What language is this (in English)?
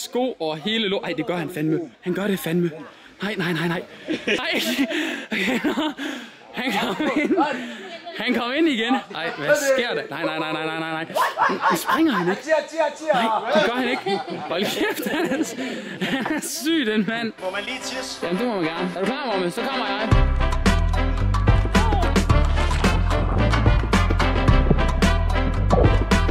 Danish